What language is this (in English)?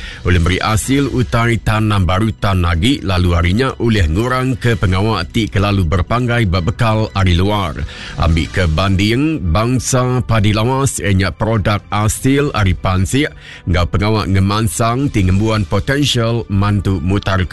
Iban